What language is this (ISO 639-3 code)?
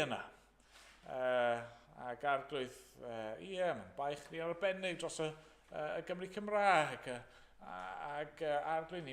cym